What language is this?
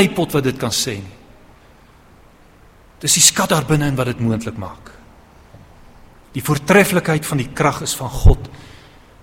Afrikaans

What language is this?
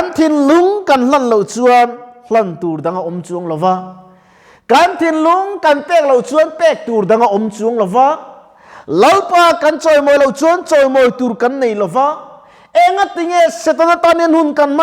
Mizo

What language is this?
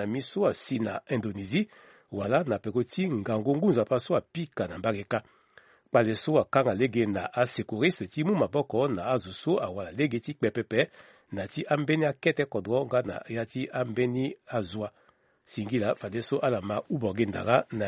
Sango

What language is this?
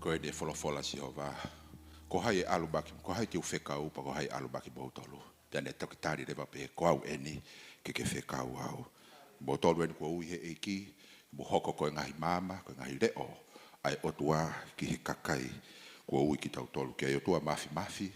Tongan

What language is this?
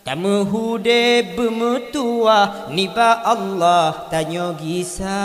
Achinese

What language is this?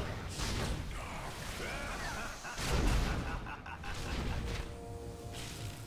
Italian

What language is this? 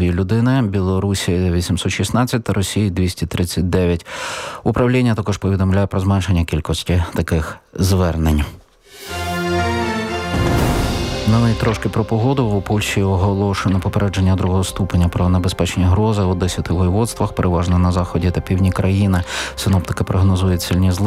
Ukrainian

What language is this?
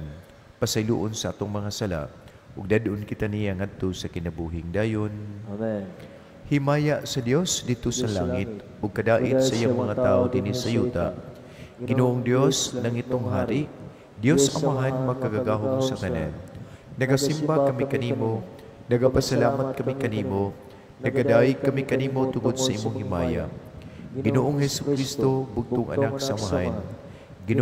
Cebuano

